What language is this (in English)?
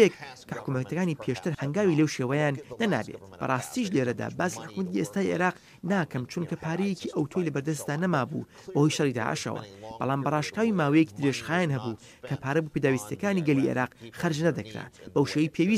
Central Kurdish